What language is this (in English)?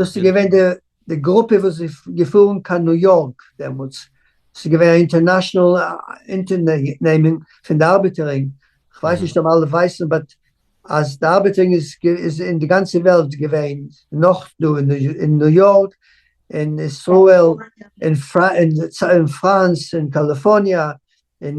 Yiddish